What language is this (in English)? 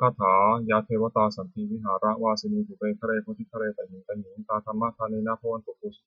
Pali